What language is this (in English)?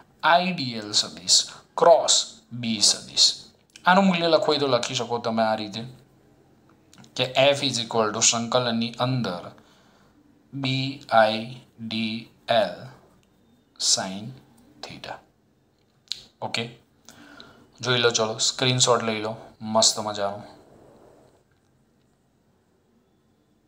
Gujarati